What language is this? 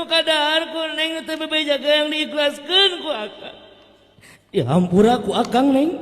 Sundanese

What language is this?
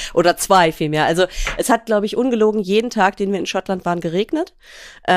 German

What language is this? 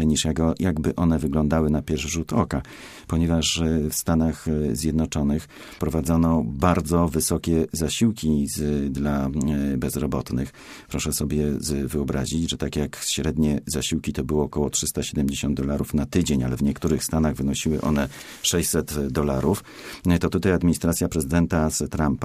Polish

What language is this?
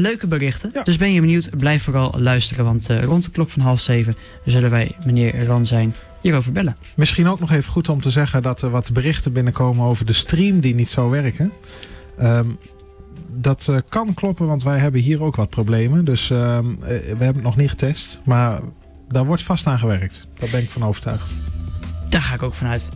Dutch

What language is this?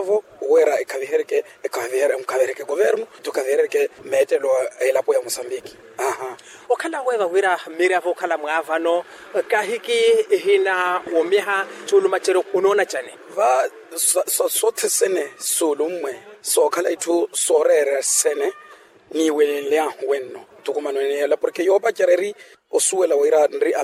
Makhuwa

